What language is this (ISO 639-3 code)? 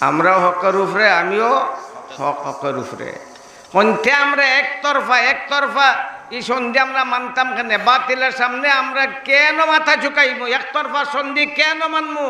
syl